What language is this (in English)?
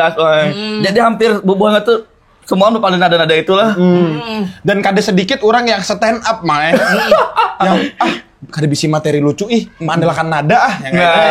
Banjar